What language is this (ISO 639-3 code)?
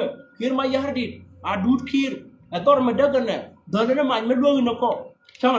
nus